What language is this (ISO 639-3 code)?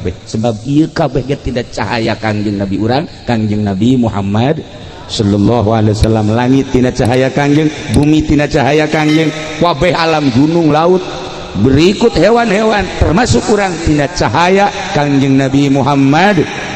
sun